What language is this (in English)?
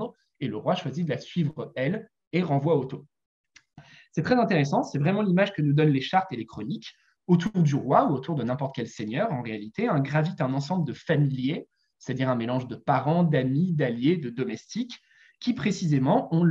French